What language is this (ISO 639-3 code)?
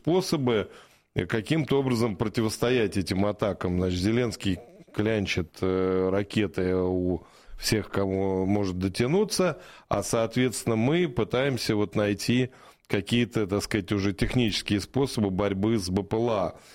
rus